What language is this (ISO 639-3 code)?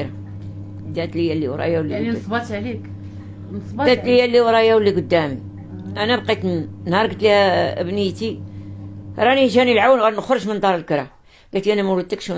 ary